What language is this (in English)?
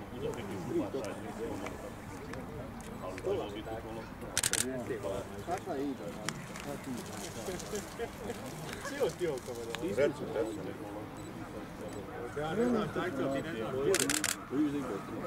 Croatian